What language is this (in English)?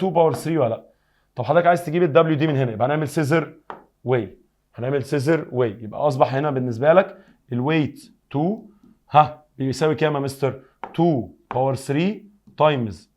Egyptian Arabic